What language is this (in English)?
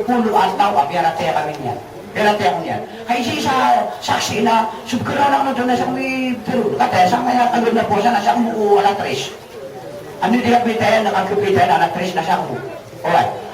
Maranao